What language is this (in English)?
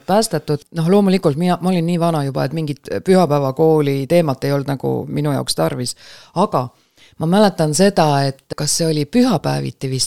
Estonian